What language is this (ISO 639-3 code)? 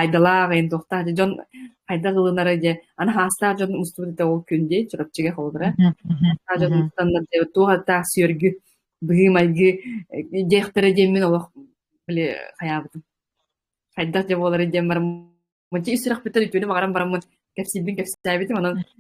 sah